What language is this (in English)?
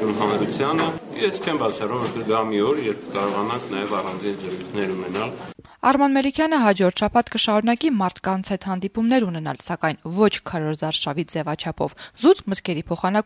Armenian